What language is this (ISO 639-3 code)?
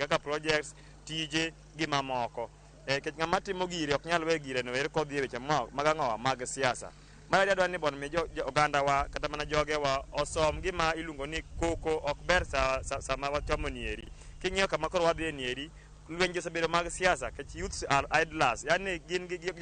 luo